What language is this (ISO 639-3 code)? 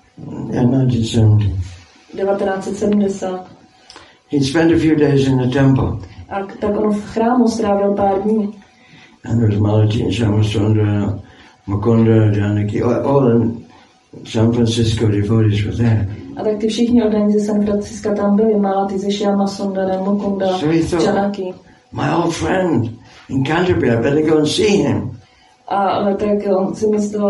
ces